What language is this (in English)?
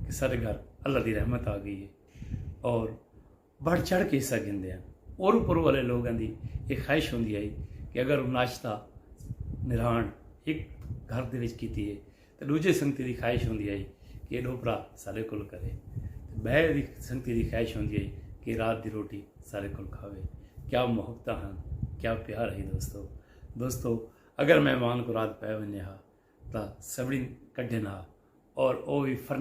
Saraiki